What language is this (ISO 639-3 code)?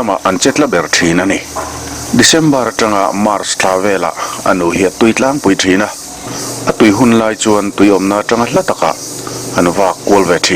lus